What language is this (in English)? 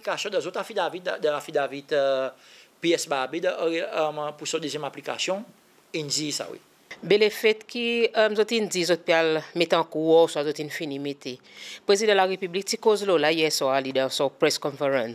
Seselwa Creole French